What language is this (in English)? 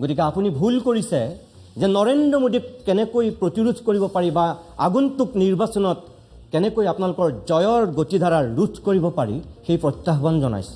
Assamese